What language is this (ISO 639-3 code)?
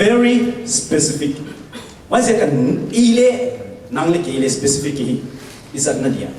ctd